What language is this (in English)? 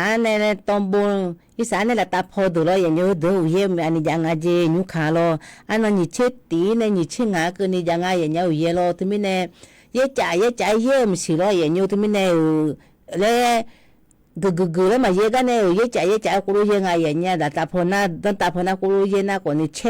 Akha